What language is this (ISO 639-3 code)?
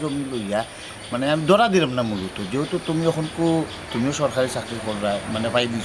syl